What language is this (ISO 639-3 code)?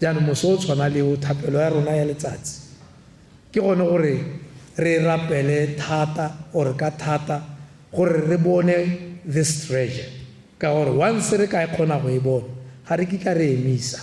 tsn